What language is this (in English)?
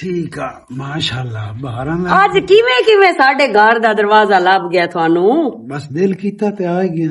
Western Panjabi